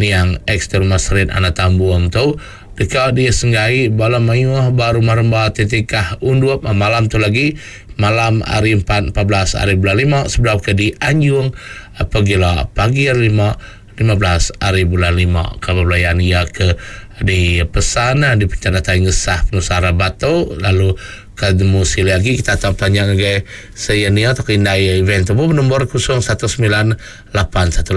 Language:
Iban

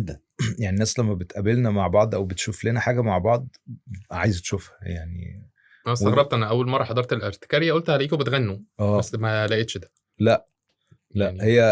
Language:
Egyptian Arabic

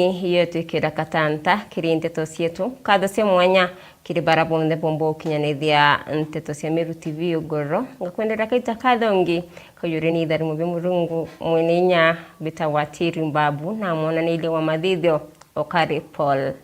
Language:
Meru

